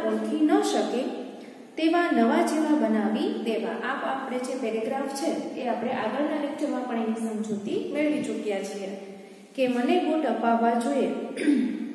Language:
Gujarati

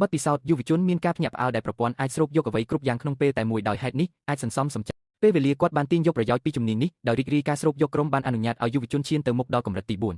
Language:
Khmer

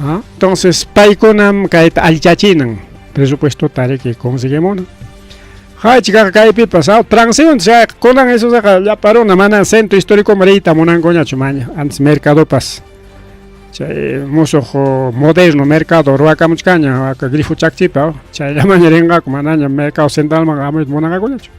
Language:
Ayacucho Quechua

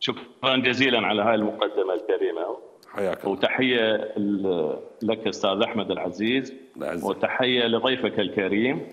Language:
Mesopotamian Arabic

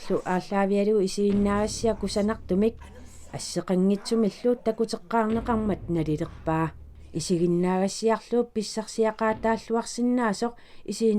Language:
Kalaallisut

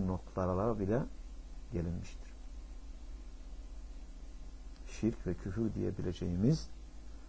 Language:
Turkish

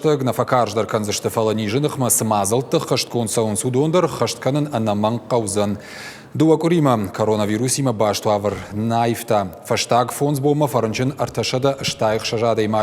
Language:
Ossetic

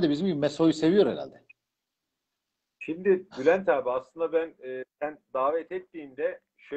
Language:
Turkish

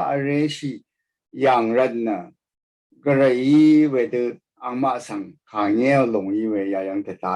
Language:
Rawang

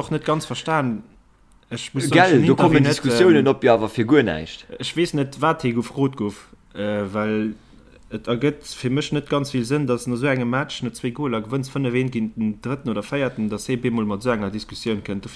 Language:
Luxembourgish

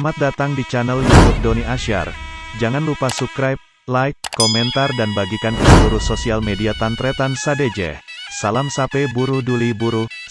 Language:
Madurese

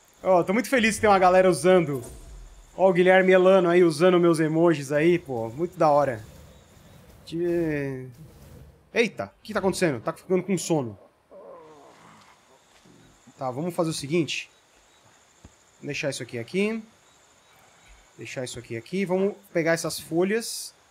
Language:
Portuguese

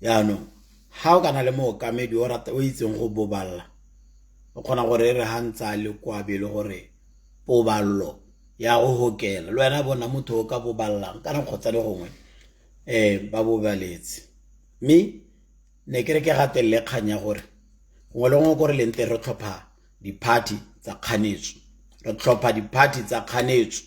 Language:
Tswana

